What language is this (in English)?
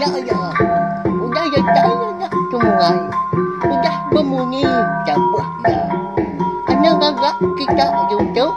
Iban